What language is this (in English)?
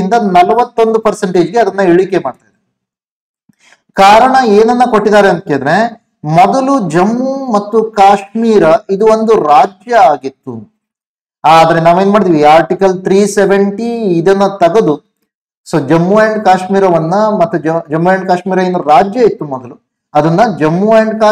Kannada